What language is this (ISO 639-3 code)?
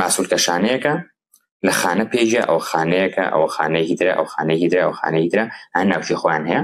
ckb